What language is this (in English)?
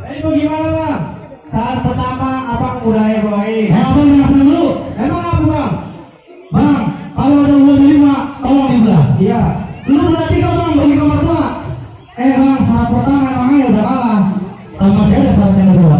Betawi